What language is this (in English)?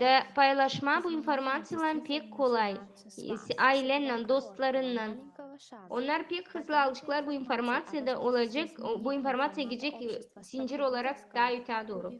Gagauz